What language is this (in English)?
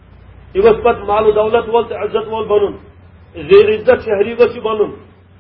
Kashmiri